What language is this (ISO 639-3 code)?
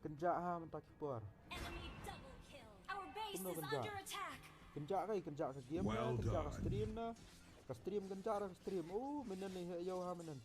kha